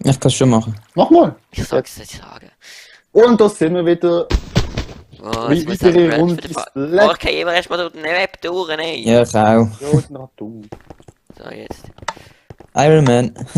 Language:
Swiss German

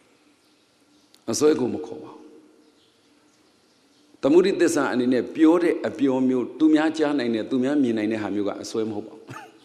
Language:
Burmese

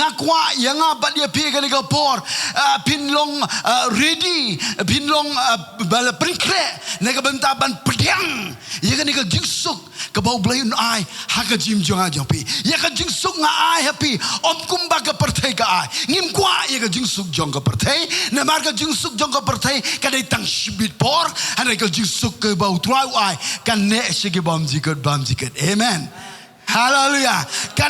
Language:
Khasi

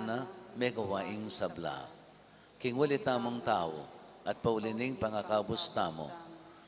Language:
Pampanga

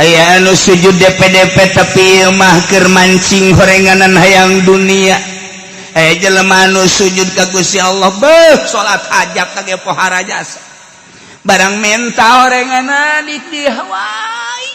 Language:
Sundanese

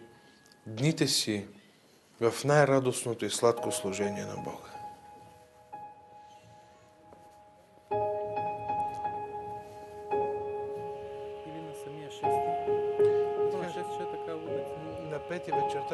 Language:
Bulgarian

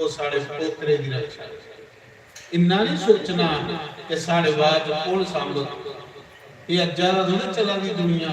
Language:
Dogri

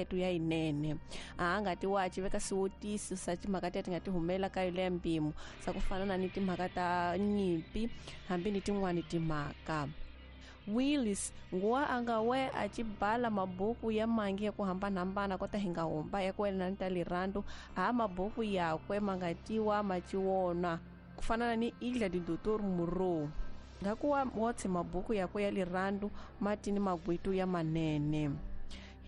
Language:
Tsonga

